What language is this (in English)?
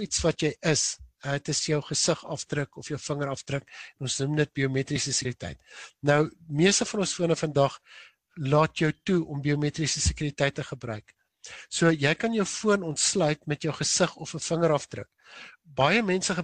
Afrikaans